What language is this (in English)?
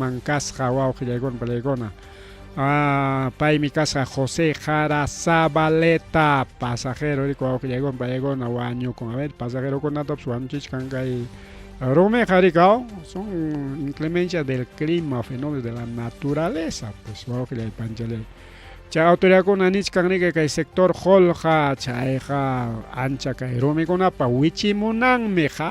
Ayacucho Quechua